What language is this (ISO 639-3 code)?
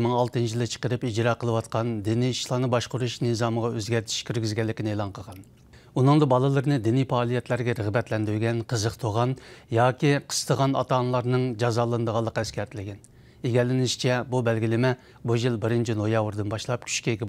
uig